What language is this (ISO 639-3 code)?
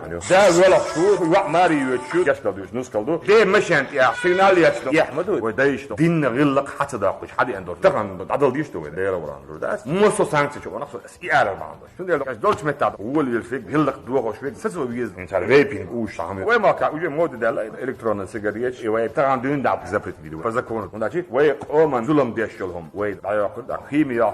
che